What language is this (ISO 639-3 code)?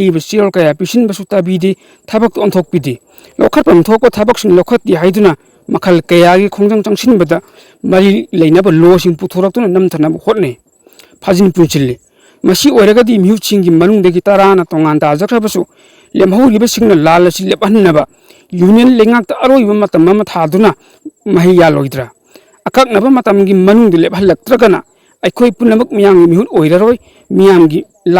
mni